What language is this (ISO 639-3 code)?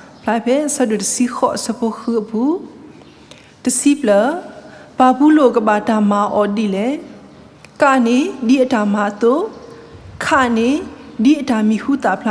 ksw